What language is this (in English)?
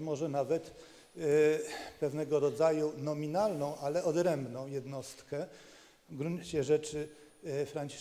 Polish